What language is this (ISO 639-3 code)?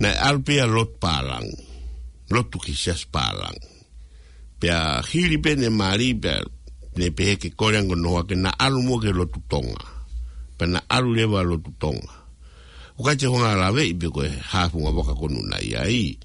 ton